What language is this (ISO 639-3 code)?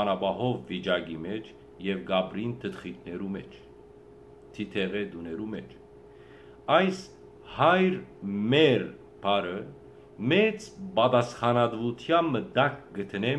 hyw